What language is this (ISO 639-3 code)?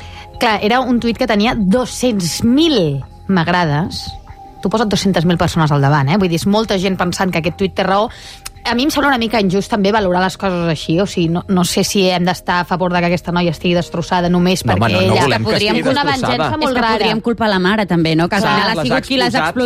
cat